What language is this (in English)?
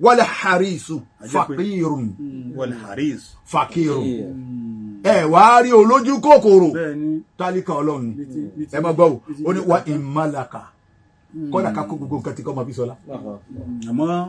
Yoruba